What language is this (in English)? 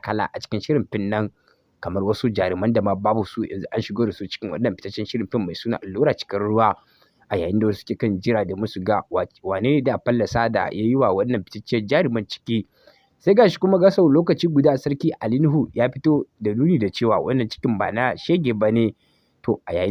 Hausa